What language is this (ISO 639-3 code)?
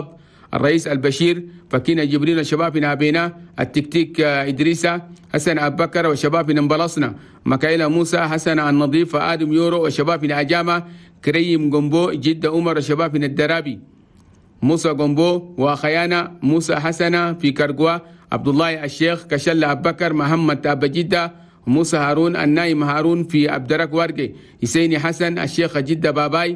shu